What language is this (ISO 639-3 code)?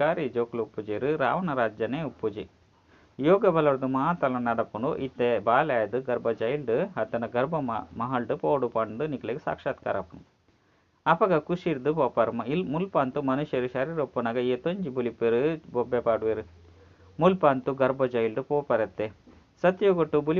tcy